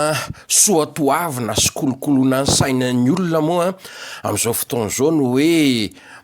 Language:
Malagasy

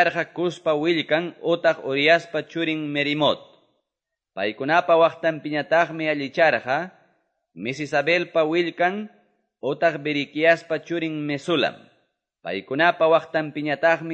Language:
Quechua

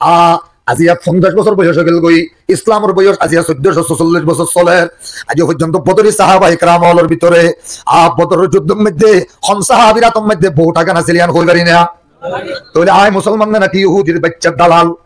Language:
Rohingya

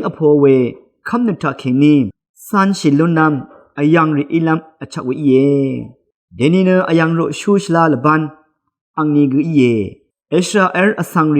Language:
Rawang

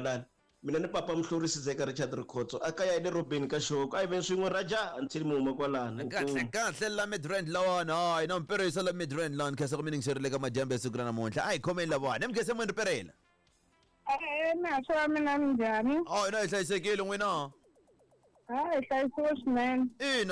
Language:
Tsonga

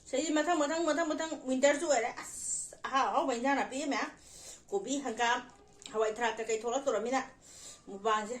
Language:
Manipuri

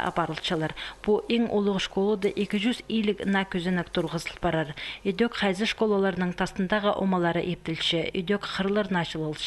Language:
Khakas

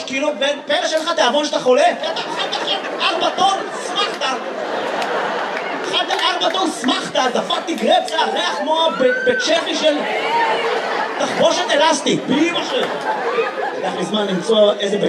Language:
Hebrew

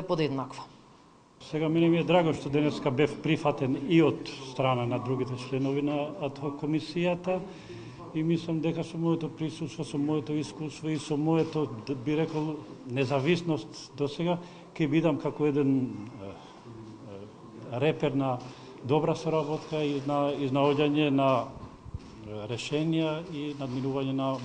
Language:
Macedonian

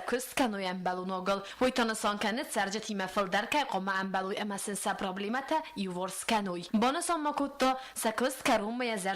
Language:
Ossetic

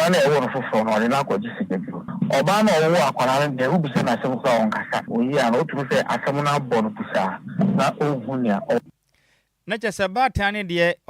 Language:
Akan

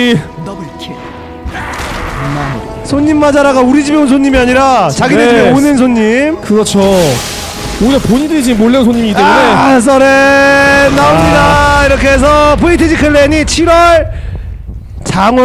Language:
Korean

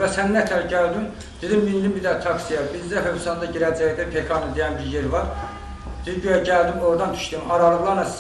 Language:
Azerbaijani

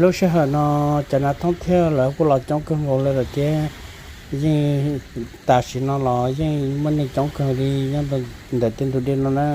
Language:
Hmong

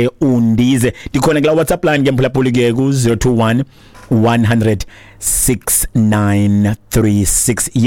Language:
Xhosa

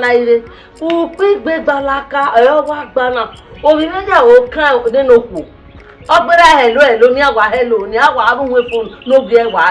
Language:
Bini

